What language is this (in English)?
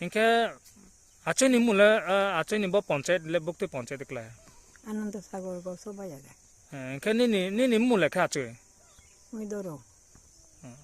Riang (India)